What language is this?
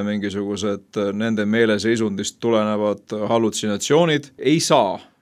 Estonian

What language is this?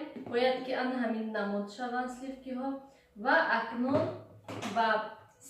Tajik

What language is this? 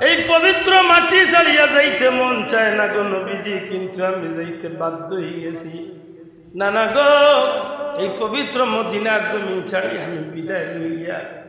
Sylheti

